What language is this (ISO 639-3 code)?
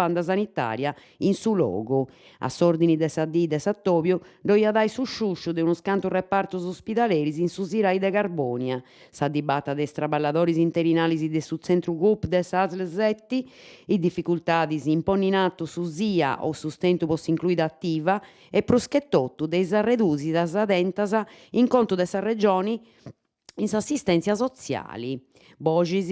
srd